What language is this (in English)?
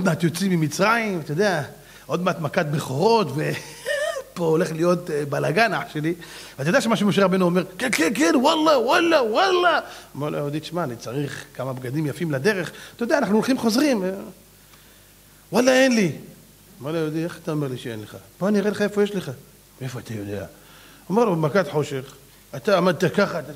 Hebrew